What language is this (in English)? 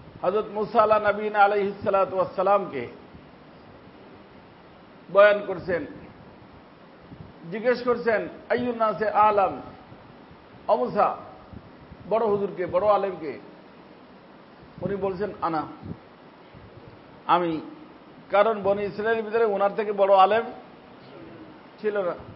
Bangla